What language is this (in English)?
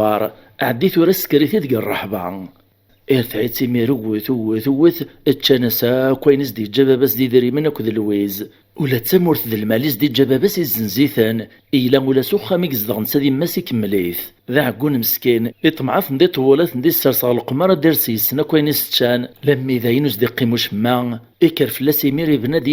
Kabyle